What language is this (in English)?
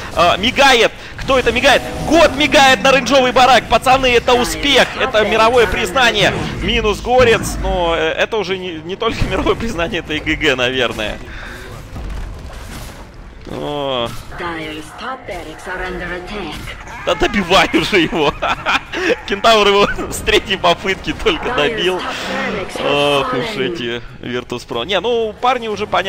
Russian